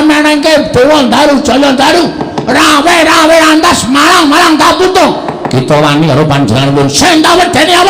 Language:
Javanese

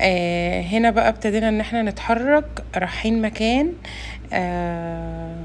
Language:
Egyptian Arabic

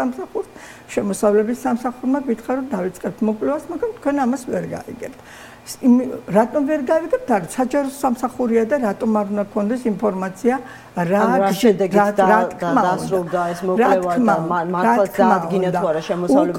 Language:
Georgian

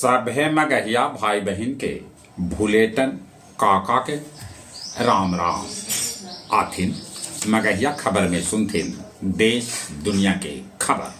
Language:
Magahi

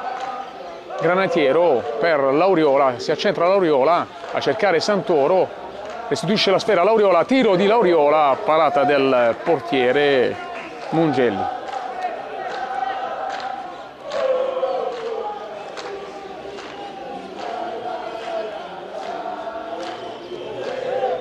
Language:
Italian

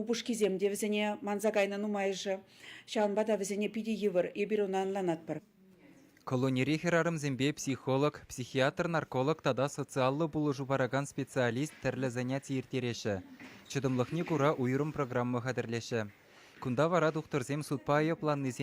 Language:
Chuvash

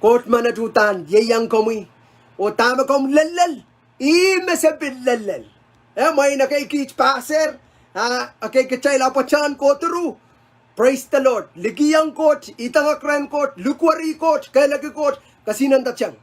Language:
Pohnpeian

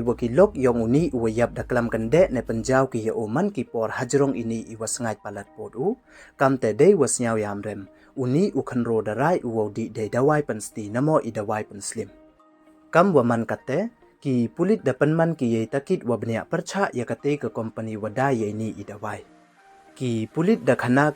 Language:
Pnar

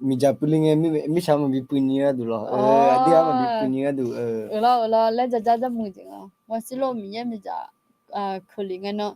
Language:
Akha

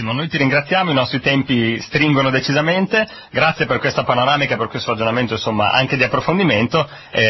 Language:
Italian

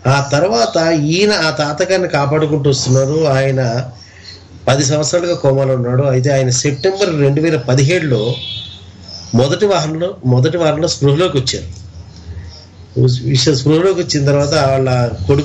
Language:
Telugu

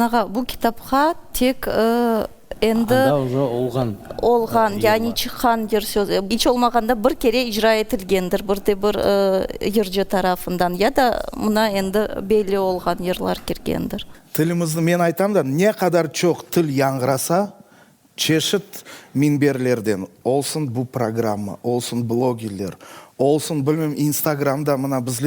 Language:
Crimean Tatar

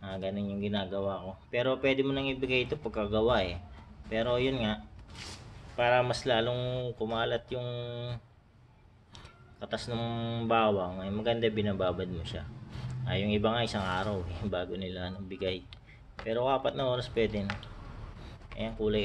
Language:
Filipino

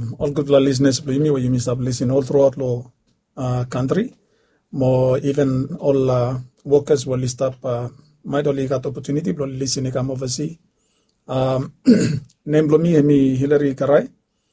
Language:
Bislama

